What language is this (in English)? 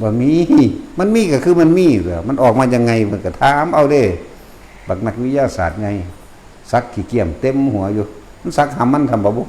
Northeastern Thai